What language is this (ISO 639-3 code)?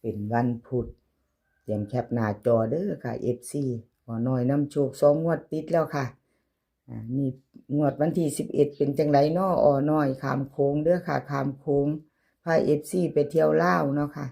tts